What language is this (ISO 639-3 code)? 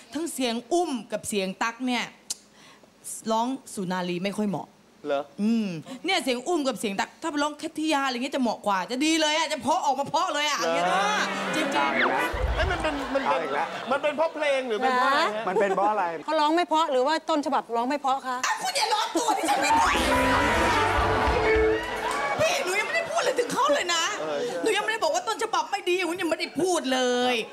tha